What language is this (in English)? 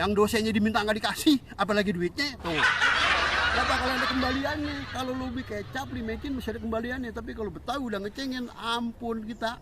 Betawi